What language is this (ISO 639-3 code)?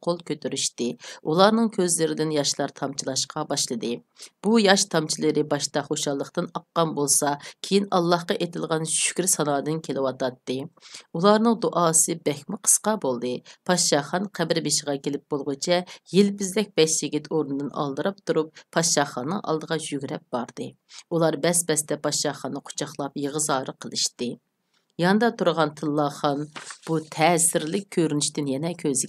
uig